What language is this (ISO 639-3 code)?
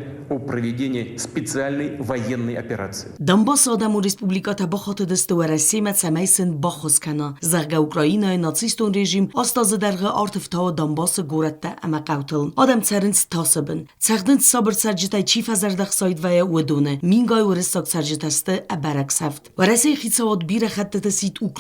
oss